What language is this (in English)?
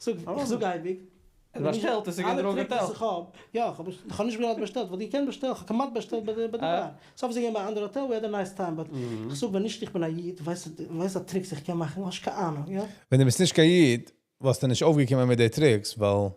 Yiddish